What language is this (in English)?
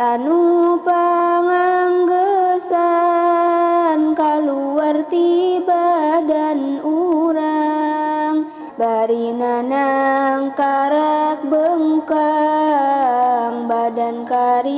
Sundanese